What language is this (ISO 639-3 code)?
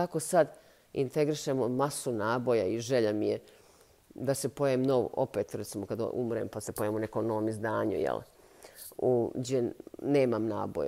bos